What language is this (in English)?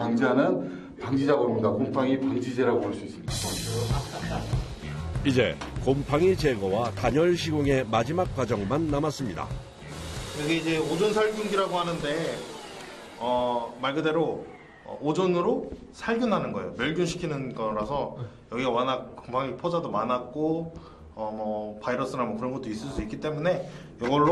Korean